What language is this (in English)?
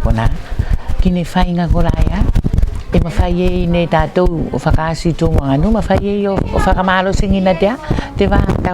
Tuvalu